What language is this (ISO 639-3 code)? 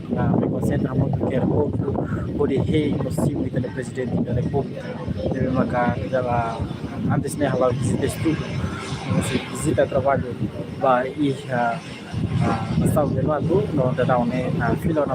tet